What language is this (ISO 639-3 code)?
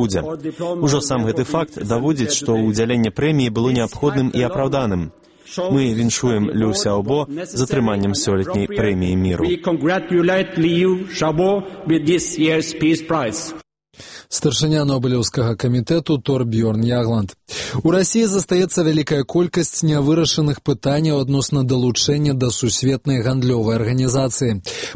bel